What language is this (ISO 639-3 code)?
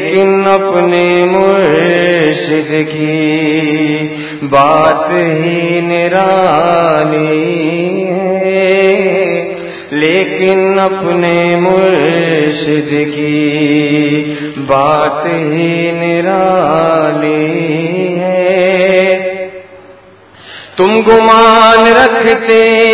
urd